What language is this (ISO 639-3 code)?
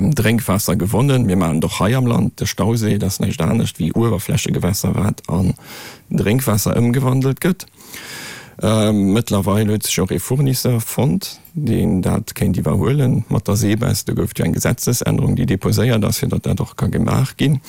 ltz